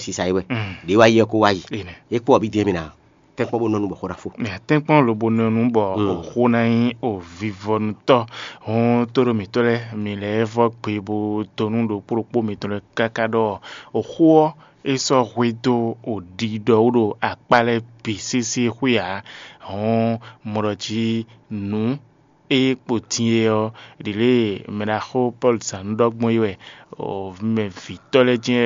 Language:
Fon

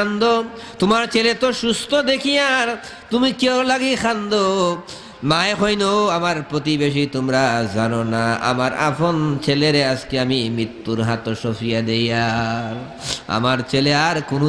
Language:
Sylheti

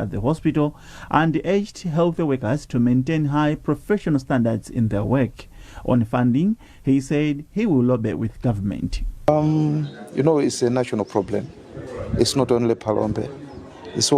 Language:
English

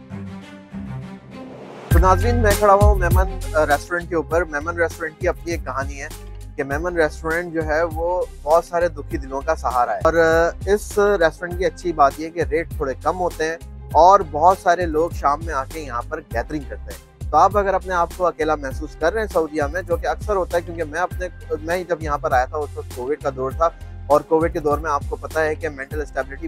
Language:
Hindi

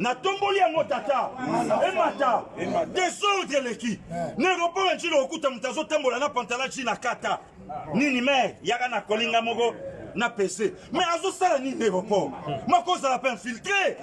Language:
Lingala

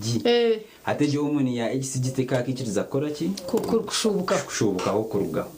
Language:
Nyankole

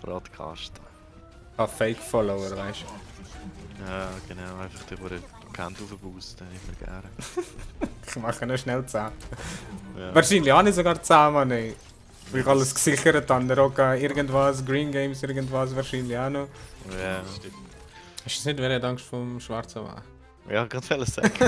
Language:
Swiss German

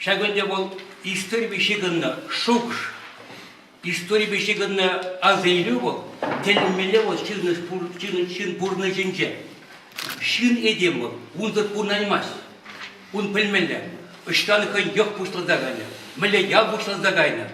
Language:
Chuvash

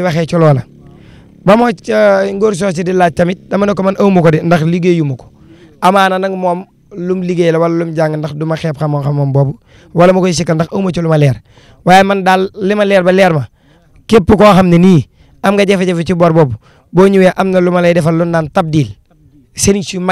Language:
Wolof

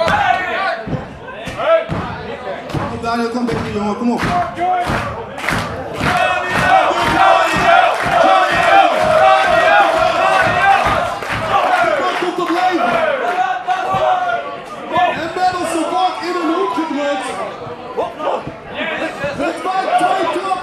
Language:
Dutch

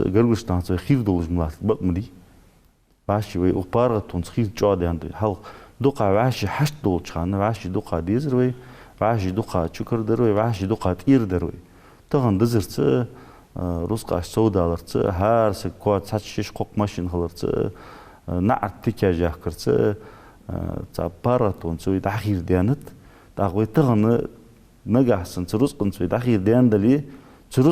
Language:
Ingush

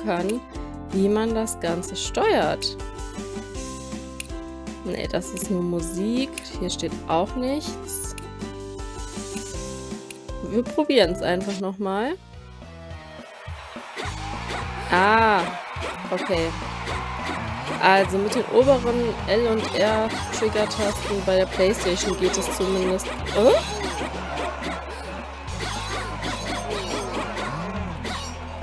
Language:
German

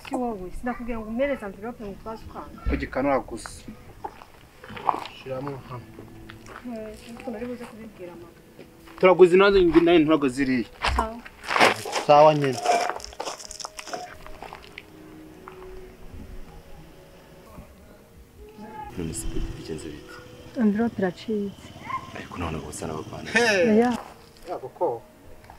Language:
Kinyarwanda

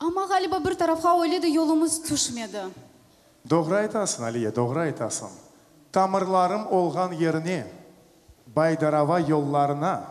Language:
Crimean Tatar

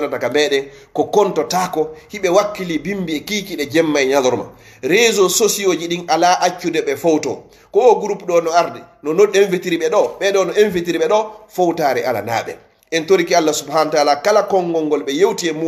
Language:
Fula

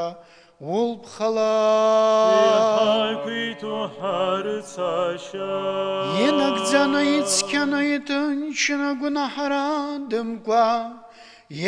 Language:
Abkhazian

